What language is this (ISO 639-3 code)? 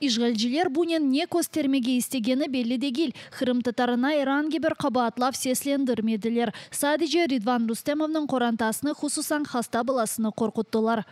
crh